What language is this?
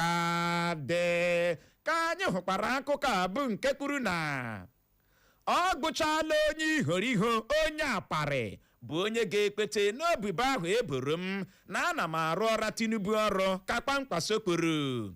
Igbo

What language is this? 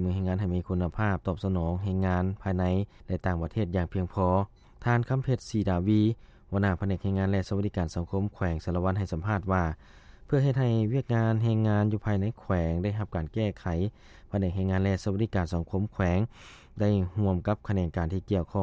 Lao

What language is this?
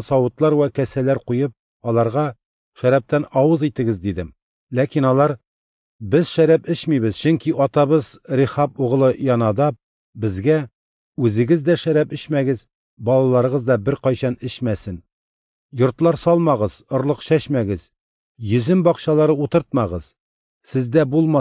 Tatar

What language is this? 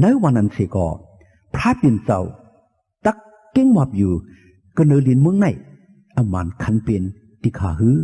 Shan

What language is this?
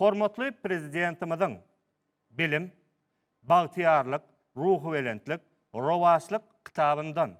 Turkmen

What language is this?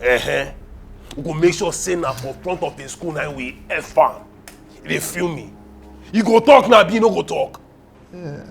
Nigerian Pidgin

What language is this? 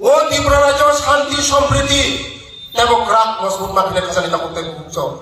Kok Borok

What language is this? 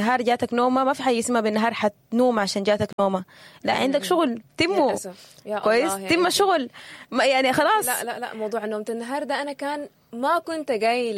Sudanese Arabic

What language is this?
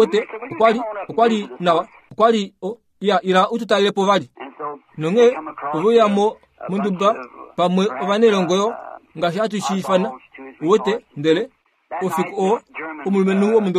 Kuanyama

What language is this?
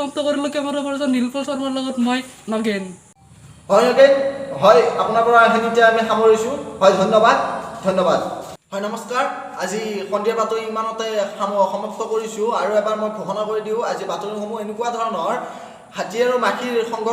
Assamese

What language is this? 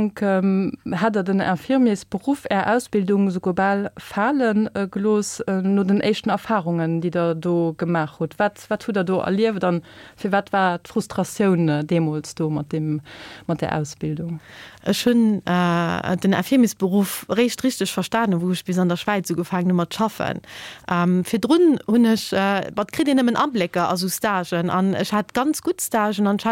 Luxembourgish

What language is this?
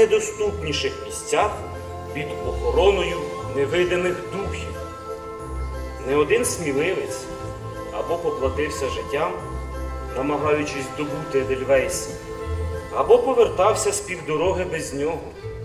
Ukrainian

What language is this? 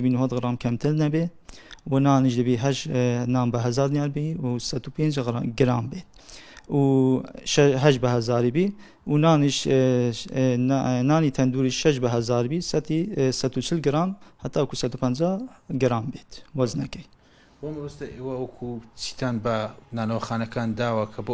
Central Kurdish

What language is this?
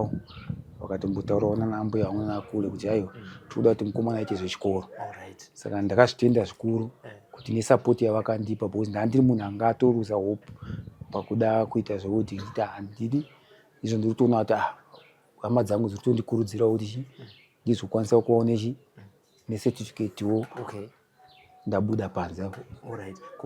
Shona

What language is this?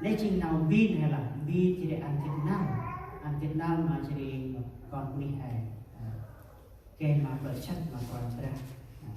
Central Mnong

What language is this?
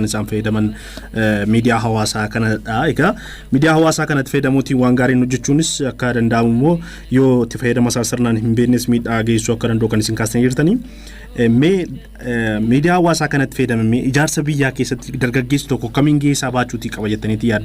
Oromo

